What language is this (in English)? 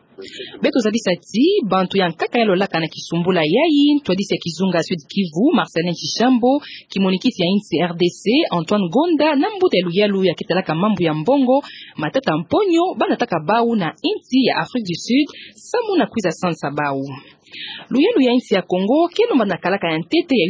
Kituba (Democratic Republic of Congo)